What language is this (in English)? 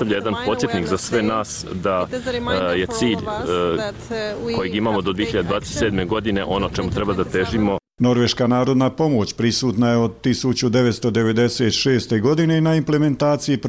Bosnian